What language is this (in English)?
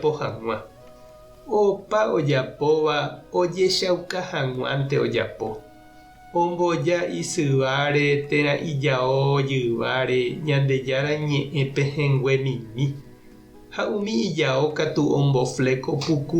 Guarani